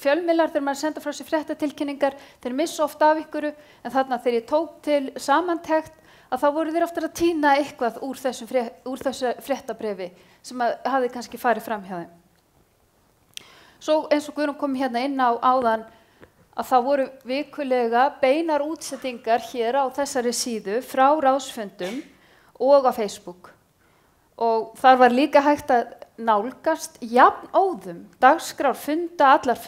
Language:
Icelandic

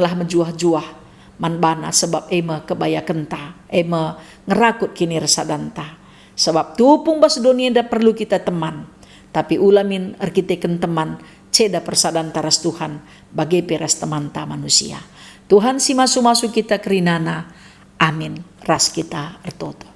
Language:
Batak Karo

